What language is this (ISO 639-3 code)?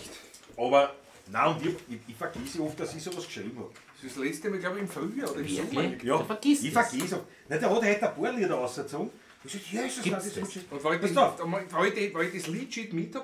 bar